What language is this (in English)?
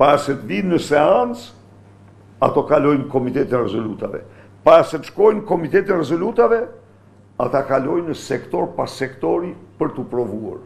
Albanian